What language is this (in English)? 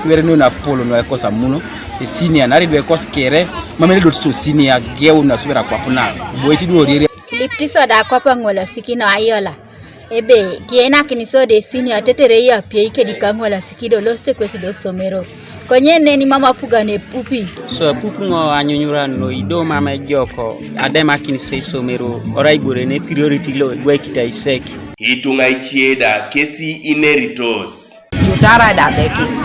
Teso